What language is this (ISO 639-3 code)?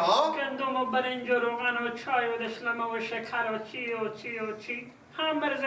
fas